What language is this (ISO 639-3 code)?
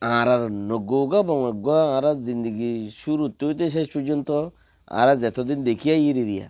rhg